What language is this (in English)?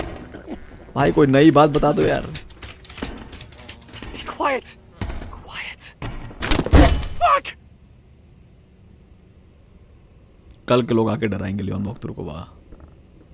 Hindi